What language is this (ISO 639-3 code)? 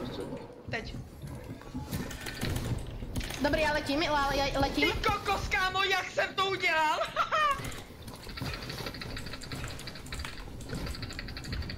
ces